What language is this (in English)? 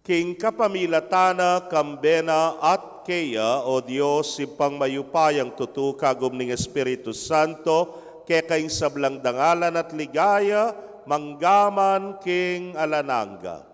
Pampanga